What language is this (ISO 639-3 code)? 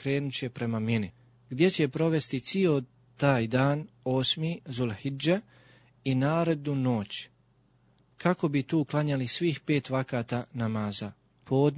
bos